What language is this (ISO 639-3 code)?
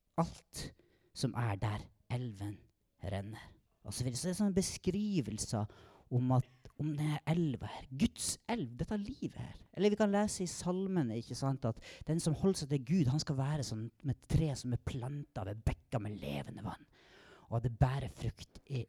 nor